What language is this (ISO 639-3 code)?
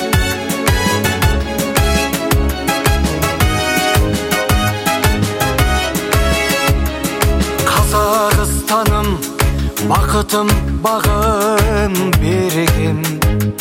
kaz